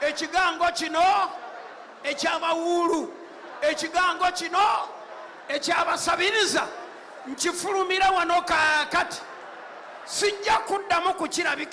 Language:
Ganda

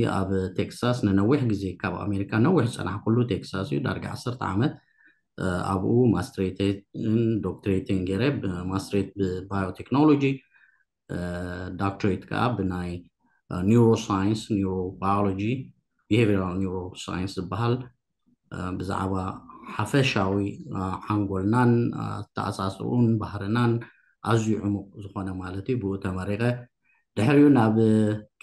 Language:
Tigrinya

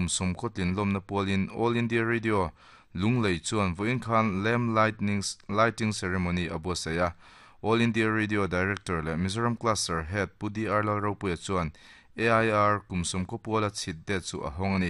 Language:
Mizo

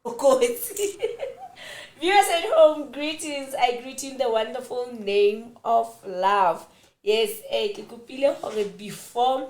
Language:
Southern Sotho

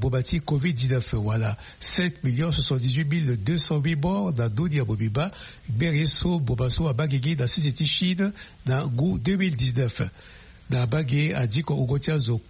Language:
Sango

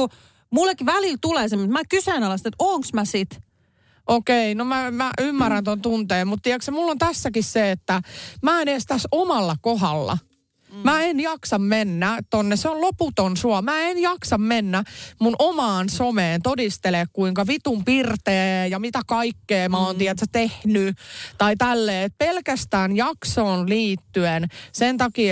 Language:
Finnish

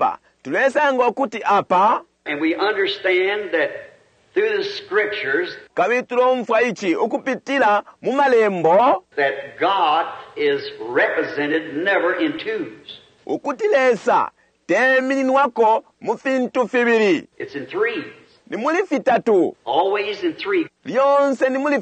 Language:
Bemba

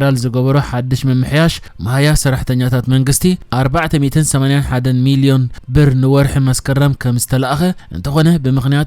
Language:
Tigrinya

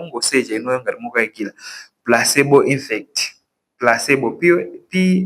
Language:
Nyanja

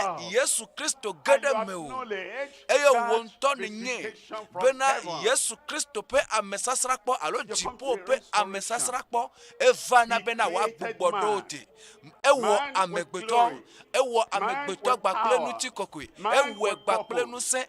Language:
Ewe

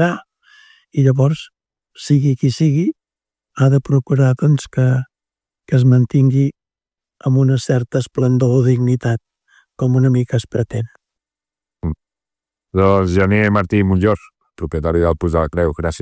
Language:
Catalan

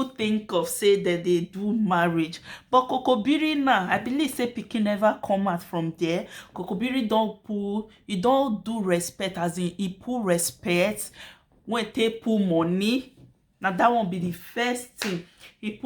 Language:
Nigerian Pidgin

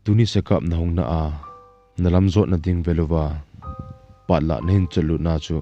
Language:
Thado Chin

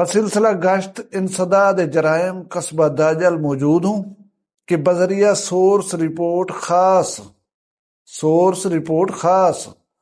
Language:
Saraiki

